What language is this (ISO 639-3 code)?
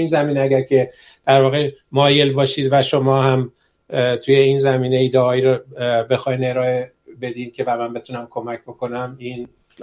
fas